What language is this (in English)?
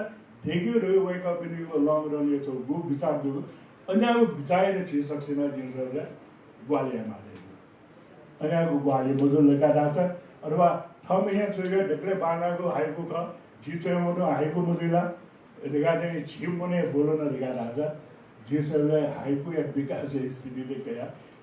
Newari